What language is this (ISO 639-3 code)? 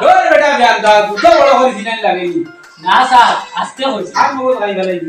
syl